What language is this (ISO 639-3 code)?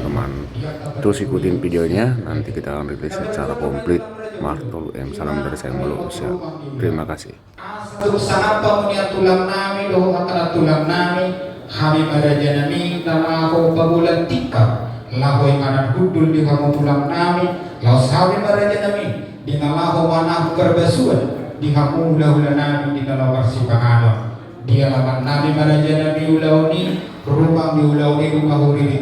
bbc